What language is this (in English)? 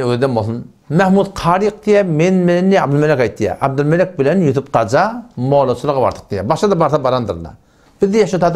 Turkmen